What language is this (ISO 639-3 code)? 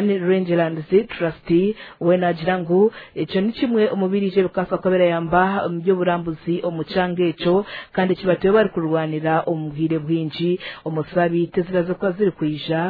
nyn